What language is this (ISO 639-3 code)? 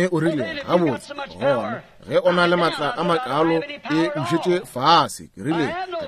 nso